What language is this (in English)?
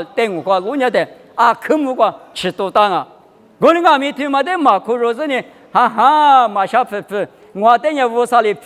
Lisu